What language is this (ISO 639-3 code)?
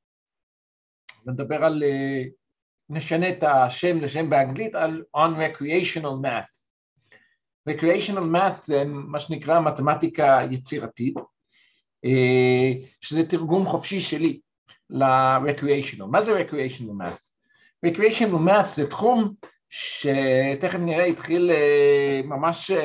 heb